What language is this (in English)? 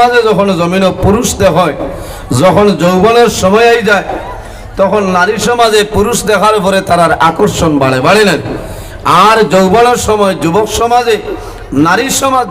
Sylheti